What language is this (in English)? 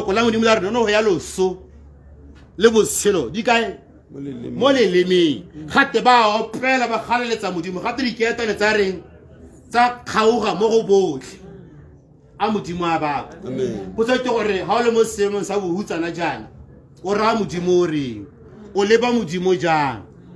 Tswana